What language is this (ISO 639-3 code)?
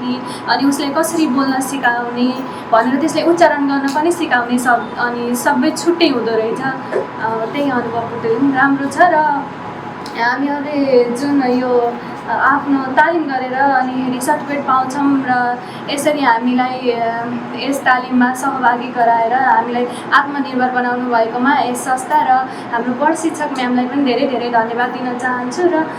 nep